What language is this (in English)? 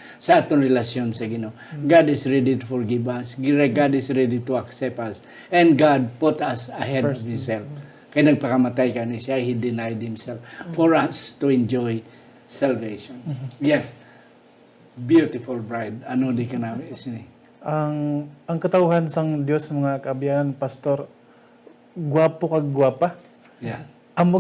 Hiligaynon